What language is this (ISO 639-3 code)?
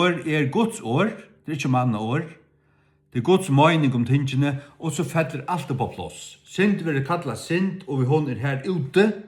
fao